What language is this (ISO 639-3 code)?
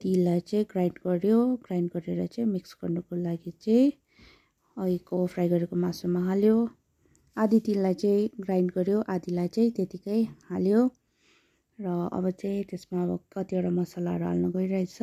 nep